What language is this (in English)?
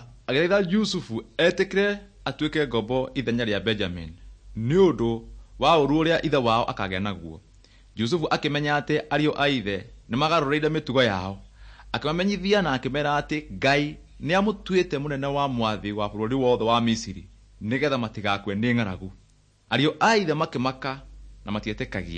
Kikuyu